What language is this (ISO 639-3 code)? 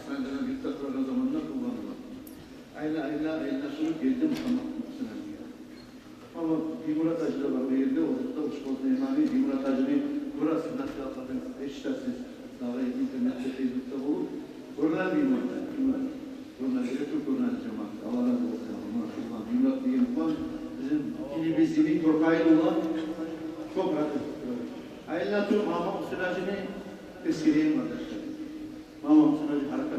kum